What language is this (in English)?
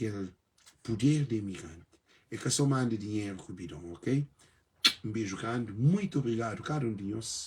Kabuverdianu